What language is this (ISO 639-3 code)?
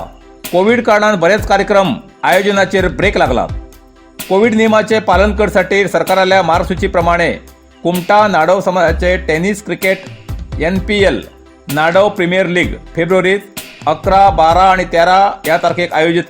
kok